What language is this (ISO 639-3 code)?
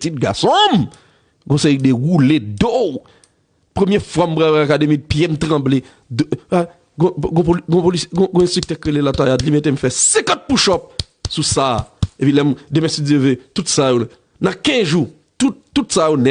hat